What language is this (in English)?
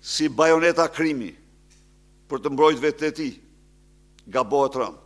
Albanian